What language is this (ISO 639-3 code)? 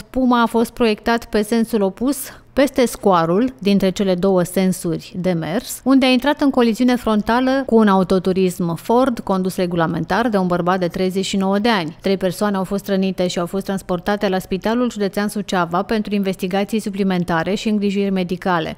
ron